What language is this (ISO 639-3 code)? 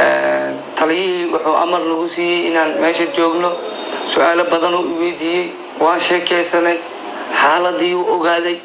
som